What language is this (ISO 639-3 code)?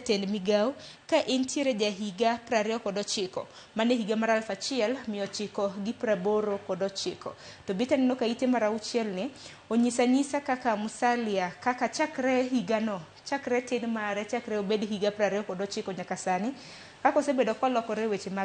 luo